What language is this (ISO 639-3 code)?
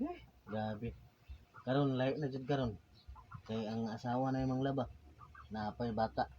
ceb